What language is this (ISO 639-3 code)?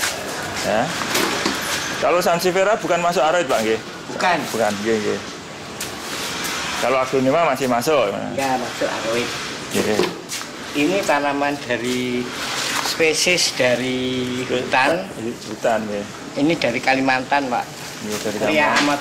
ind